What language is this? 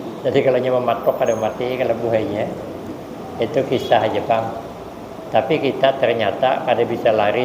Banjar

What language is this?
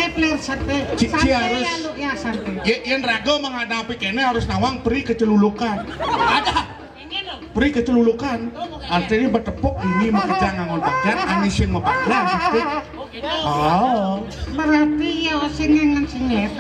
Balinese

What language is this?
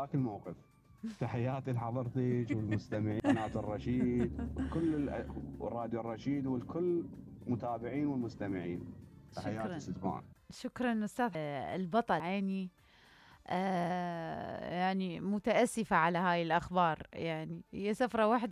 Mesopotamian Arabic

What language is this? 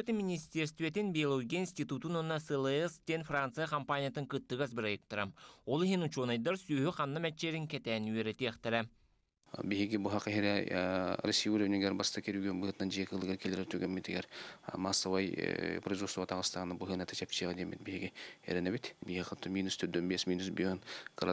Yakut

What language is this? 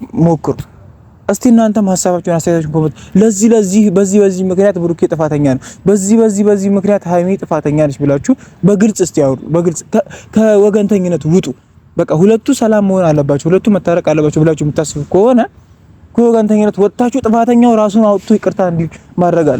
Amharic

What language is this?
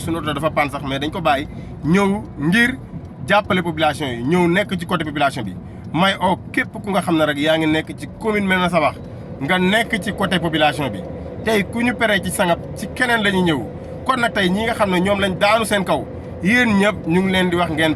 Wolof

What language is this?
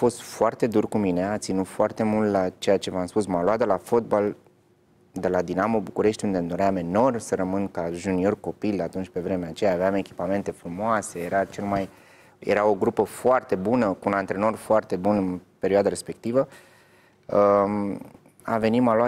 Romanian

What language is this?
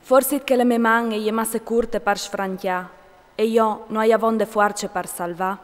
Friulian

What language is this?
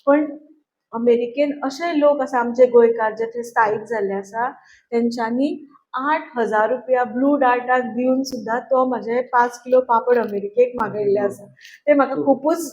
Konkani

